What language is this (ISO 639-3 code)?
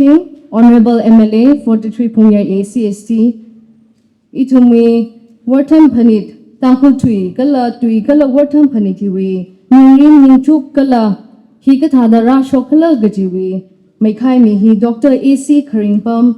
nmf